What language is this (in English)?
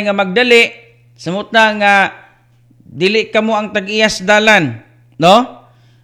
Cebuano